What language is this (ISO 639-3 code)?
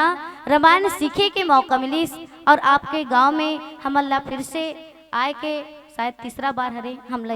hne